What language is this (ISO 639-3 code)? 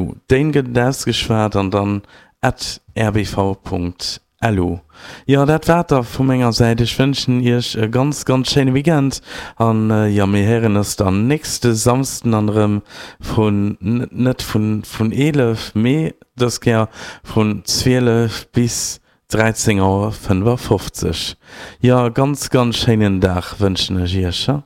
ltz